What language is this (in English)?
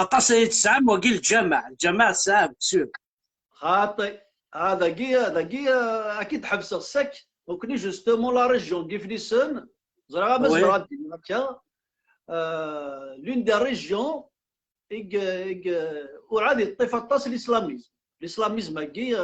Kabyle